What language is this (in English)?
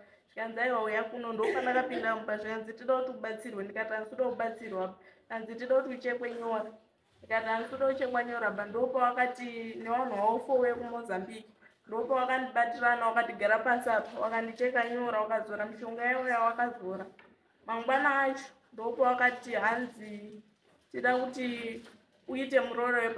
Shona